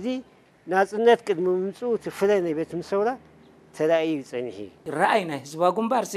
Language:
Tigrinya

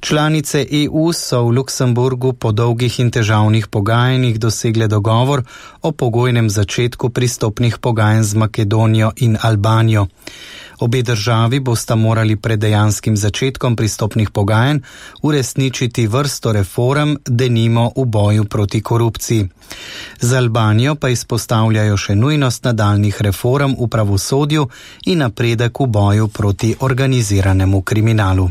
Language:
Slovenian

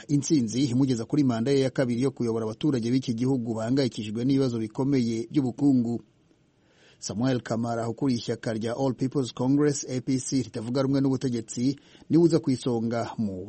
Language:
Kinyarwanda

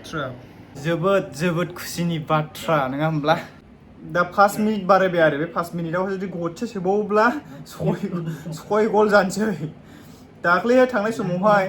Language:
Bodo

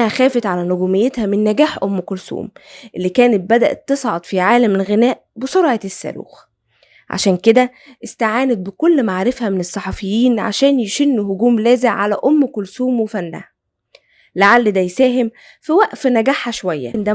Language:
Egyptian Arabic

